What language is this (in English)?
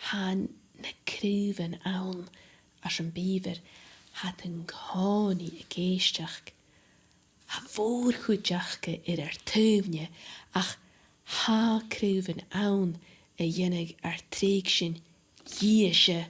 Scottish Gaelic